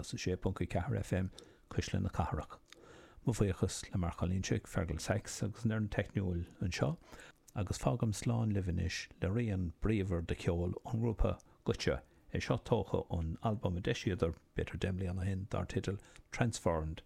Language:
Irish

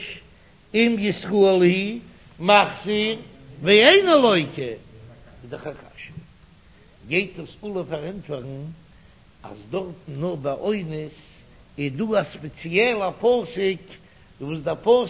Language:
Yiddish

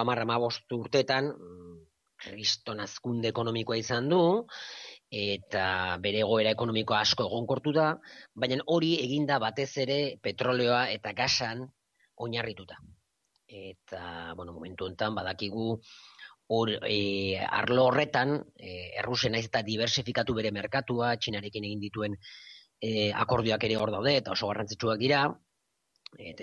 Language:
Basque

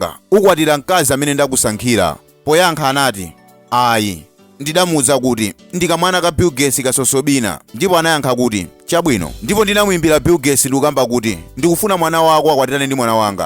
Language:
Nyanja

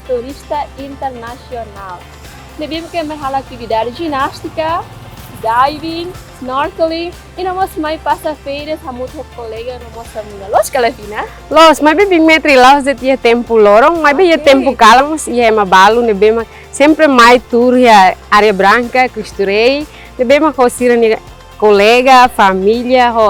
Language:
Tetum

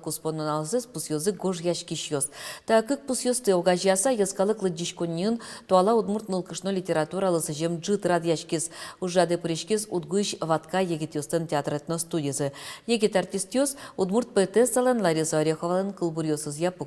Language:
Udmurt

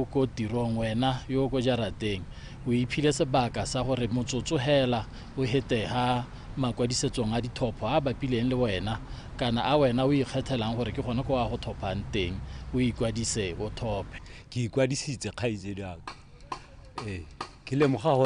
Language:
Tswana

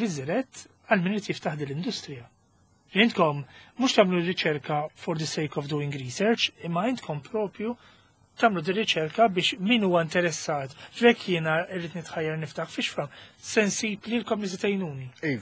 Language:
Maltese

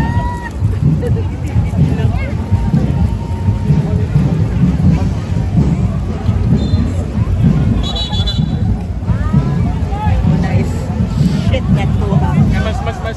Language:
Filipino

